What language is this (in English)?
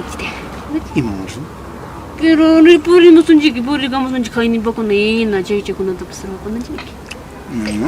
Ayacucho Quechua